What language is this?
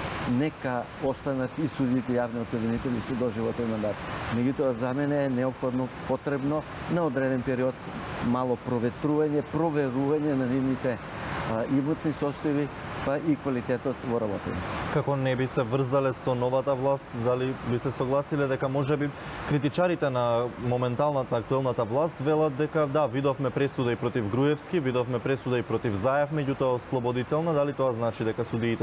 Macedonian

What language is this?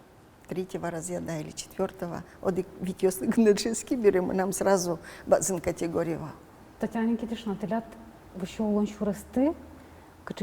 Udmurt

